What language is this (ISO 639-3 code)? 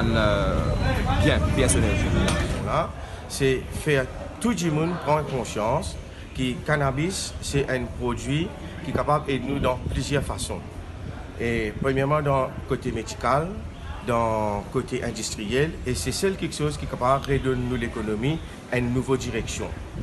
mfe